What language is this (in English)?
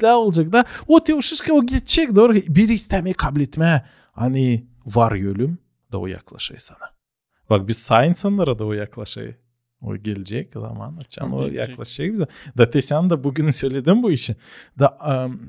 Gagauz